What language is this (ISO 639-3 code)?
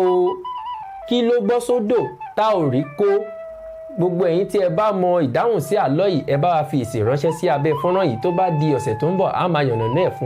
yor